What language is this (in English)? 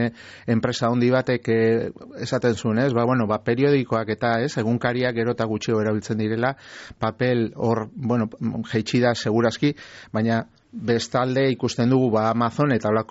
Basque